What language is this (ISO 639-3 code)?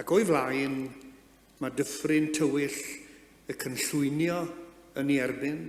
cym